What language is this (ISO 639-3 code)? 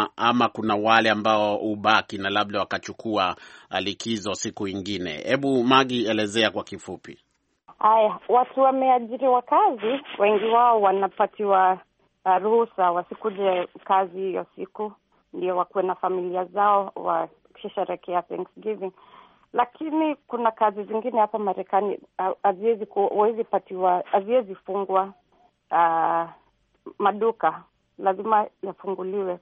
swa